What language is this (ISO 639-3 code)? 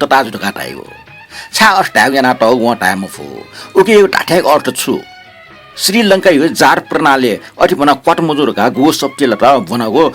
new